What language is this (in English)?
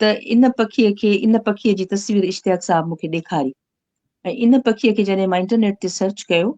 Sindhi